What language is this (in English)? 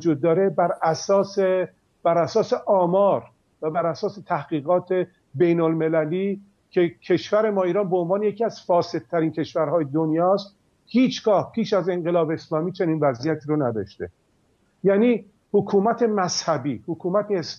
Persian